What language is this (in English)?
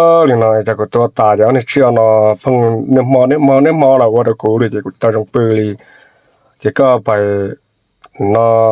Hmong